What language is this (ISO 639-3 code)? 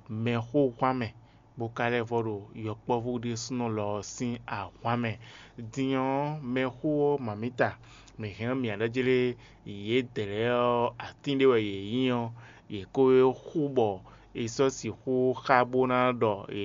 fon